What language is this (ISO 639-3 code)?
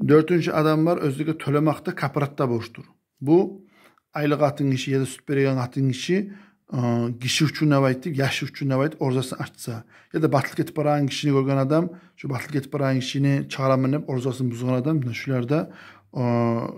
kum